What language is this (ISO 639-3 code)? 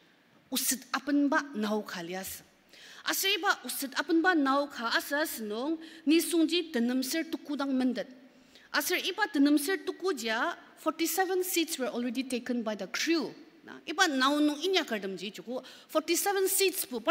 njo